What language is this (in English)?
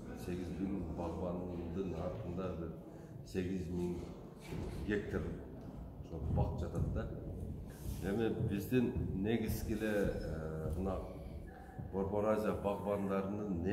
Kyrgyz